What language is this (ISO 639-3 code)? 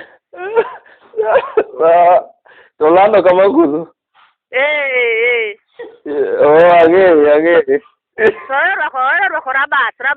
luo